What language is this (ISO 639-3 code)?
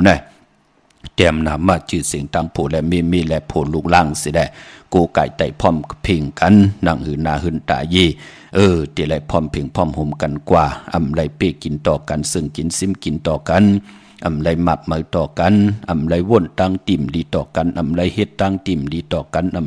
shn